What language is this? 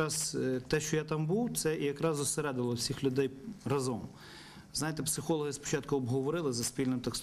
Ukrainian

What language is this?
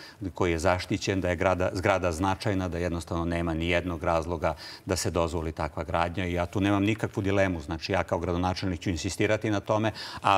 Serbian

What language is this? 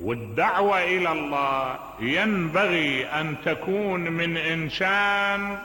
Mesopotamian Arabic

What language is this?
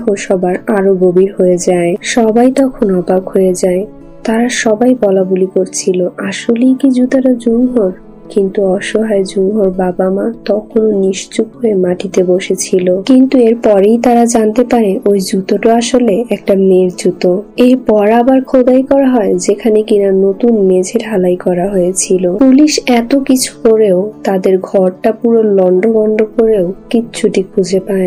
Bangla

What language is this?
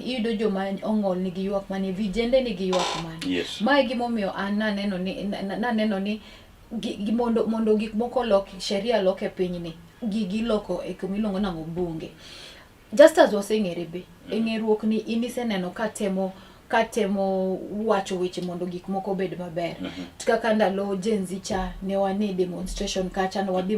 Luo (Kenya and Tanzania)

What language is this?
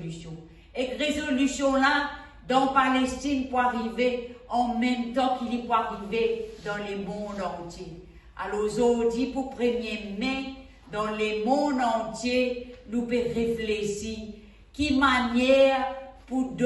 Morisyen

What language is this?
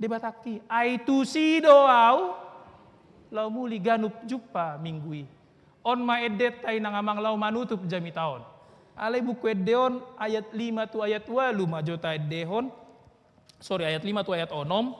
Batak Toba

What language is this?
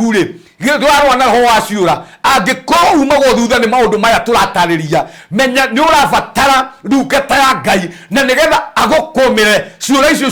Kikuyu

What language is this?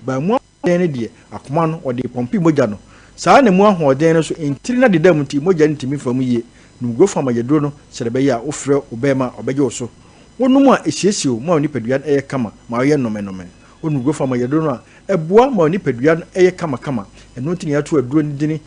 Akan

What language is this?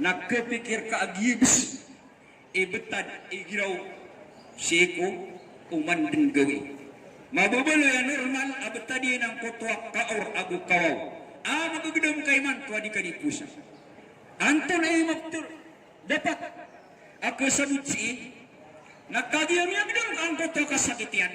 Maranao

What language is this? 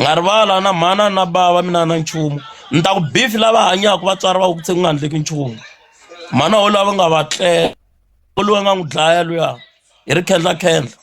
Tsonga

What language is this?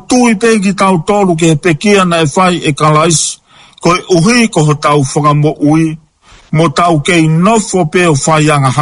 Tongan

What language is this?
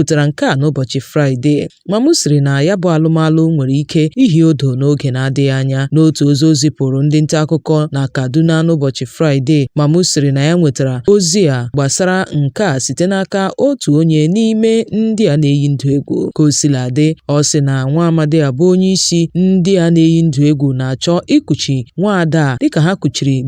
Igbo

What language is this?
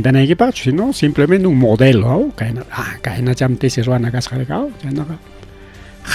Ayacucho Quechua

